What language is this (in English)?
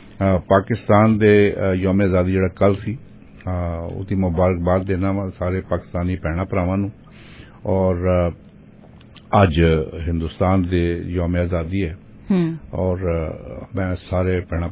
Punjabi